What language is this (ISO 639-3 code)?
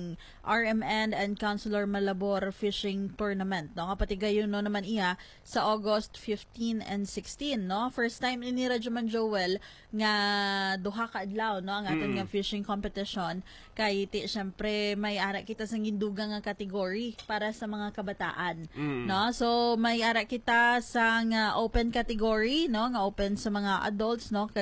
hil